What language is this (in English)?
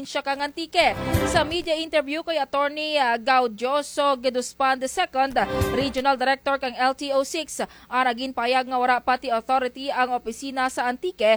Kinaray-a